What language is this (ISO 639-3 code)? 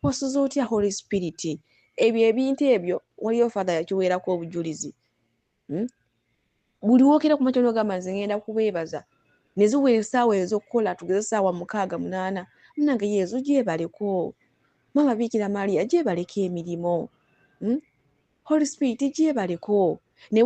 lug